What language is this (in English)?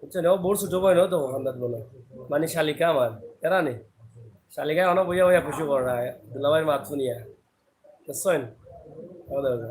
Sylheti